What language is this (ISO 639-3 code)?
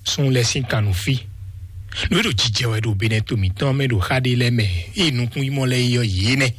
fon